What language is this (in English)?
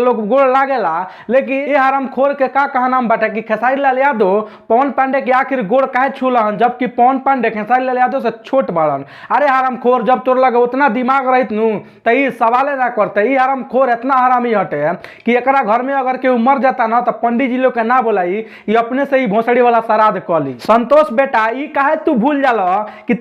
Bhojpuri